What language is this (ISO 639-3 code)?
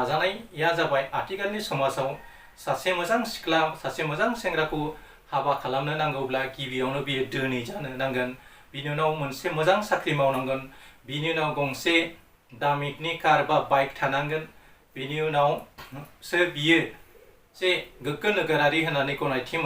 brx